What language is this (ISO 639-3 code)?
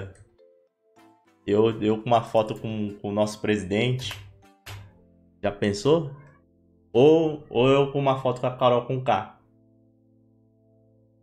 por